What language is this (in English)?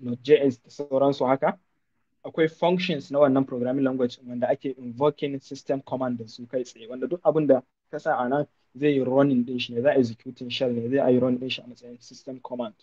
Hausa